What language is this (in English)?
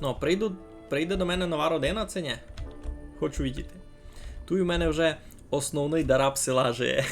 Rusyn